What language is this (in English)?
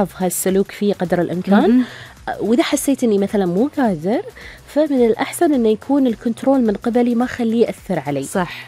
Gulf Arabic